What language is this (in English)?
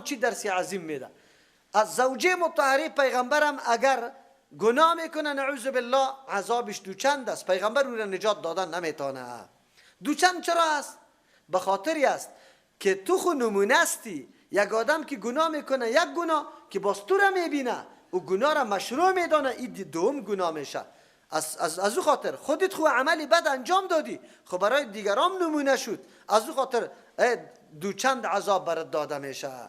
Persian